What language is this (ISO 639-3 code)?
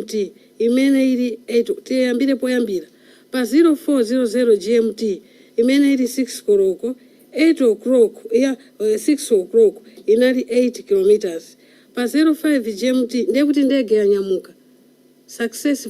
nya